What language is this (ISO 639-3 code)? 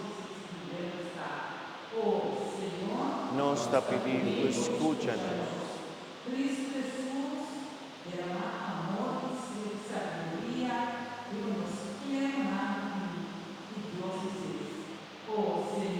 pap